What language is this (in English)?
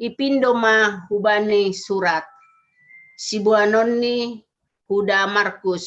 Batak Simalungun